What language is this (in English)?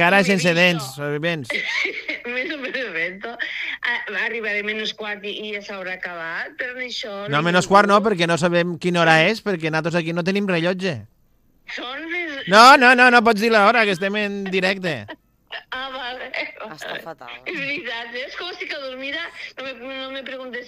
Catalan